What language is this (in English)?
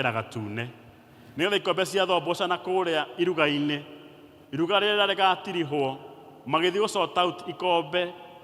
Kikuyu